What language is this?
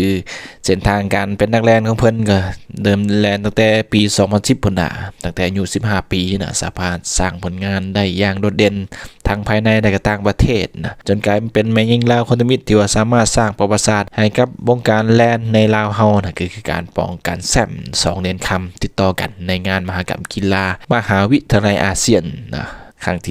Lao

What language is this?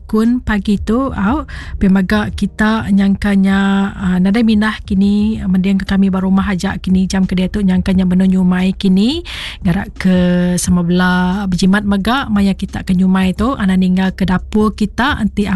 Iban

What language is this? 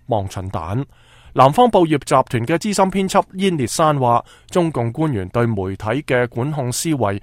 Cantonese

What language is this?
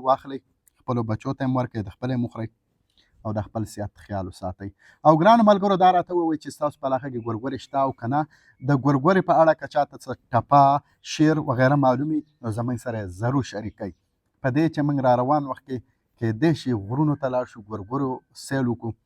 Pashto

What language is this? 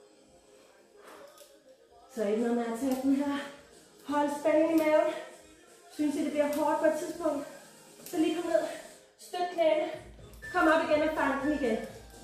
Danish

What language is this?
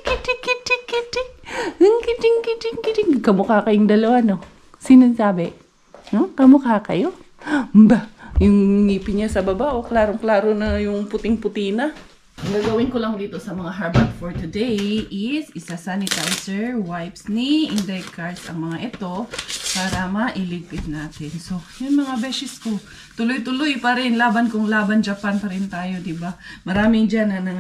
Filipino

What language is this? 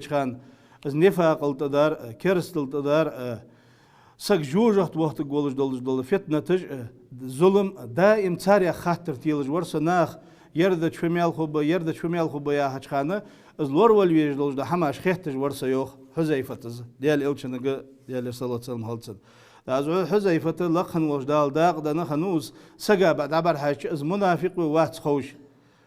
Ingush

